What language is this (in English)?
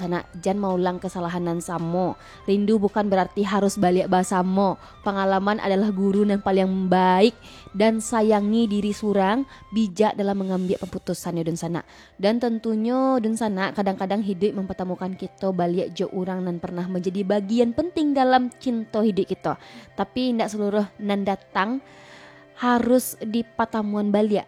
Minangkabau